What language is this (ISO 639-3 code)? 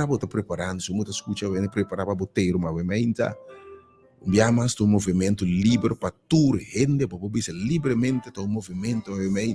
pap